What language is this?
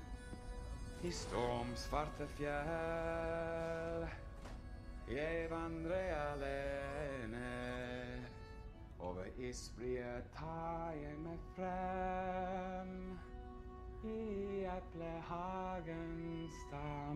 Norwegian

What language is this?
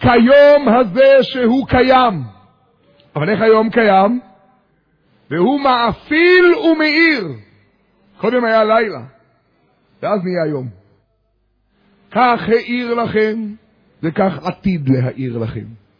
Hebrew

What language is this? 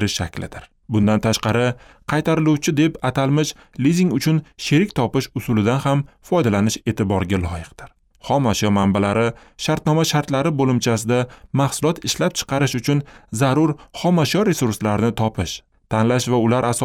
Uzbek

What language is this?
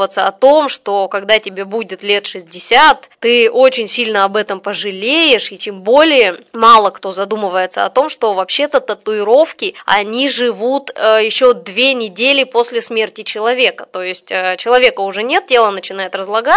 Russian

